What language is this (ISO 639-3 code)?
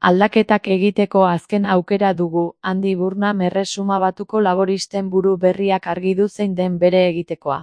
eus